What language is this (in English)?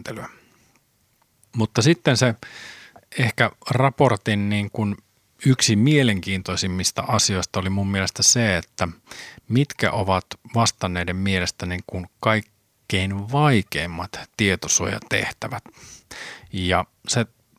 Finnish